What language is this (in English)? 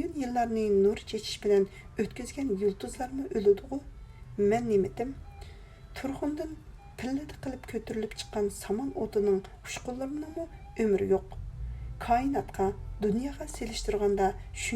Uyghur